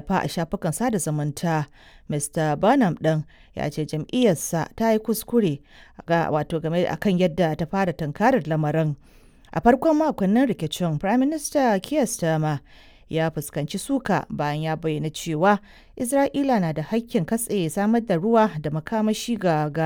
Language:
Hausa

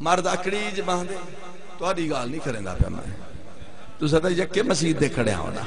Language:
Saraiki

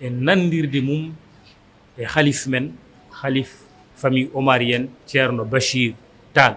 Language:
Fula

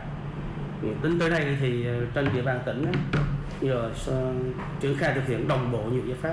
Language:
Vietnamese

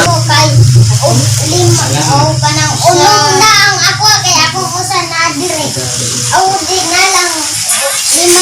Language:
Cebuano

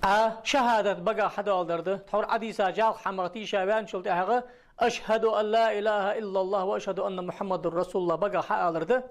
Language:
Ingush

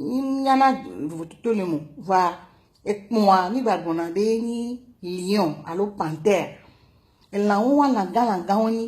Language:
Ewe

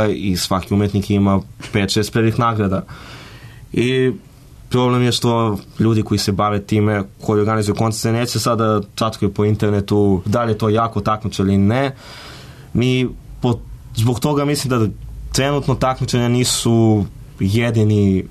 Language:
Serbian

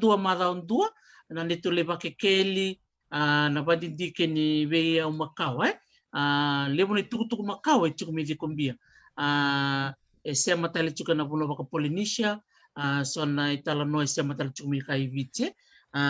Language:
Fijian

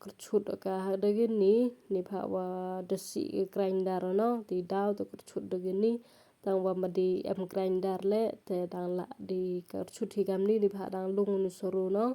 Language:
Pnar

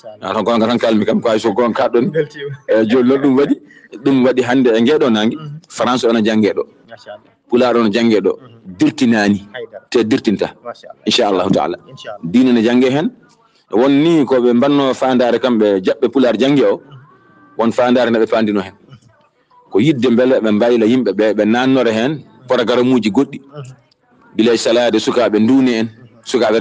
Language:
Fula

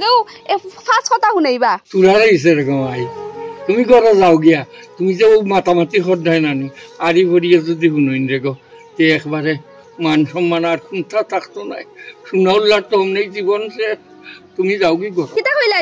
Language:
Sylheti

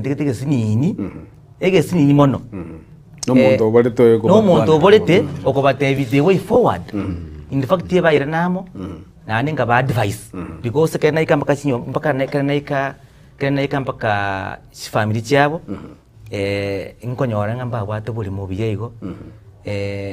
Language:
Gusii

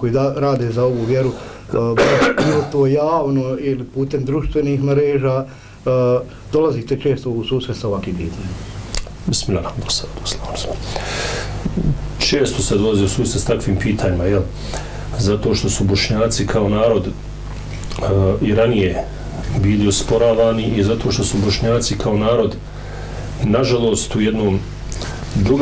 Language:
Bosnian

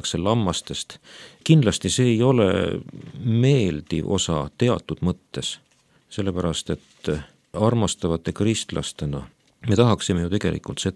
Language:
Estonian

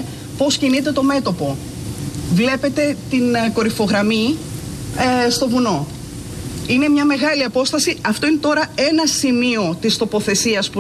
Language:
Greek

